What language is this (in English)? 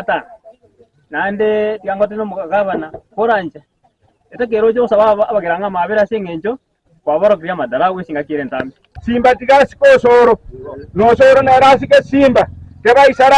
Gusii